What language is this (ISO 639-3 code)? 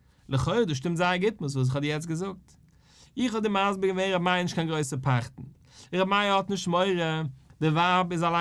yid